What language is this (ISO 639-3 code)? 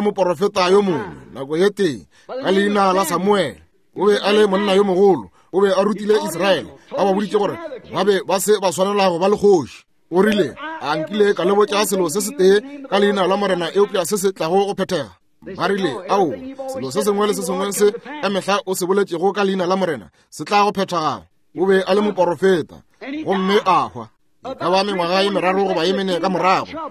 nso